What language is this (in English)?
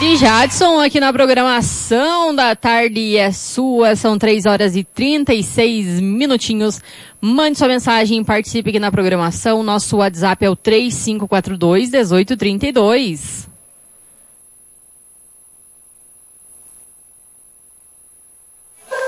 Portuguese